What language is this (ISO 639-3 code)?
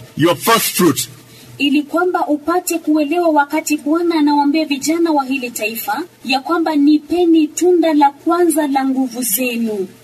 swa